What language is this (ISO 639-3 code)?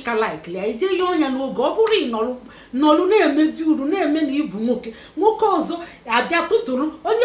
ibo